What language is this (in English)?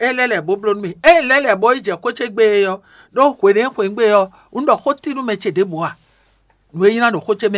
Fon